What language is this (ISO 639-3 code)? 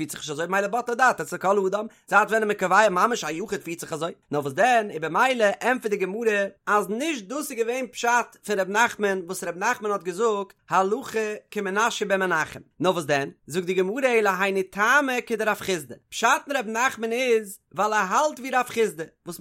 yid